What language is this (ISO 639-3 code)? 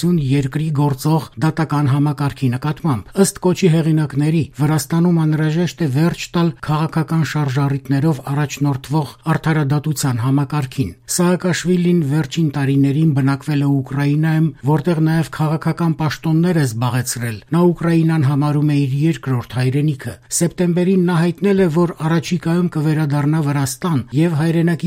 hye